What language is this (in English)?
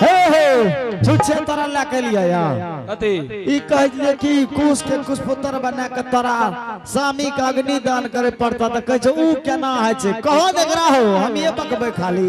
Angika